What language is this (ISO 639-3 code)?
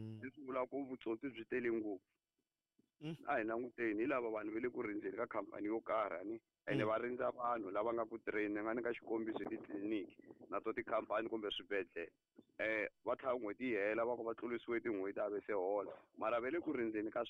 tso